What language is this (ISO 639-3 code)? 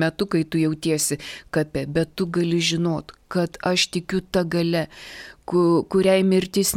lit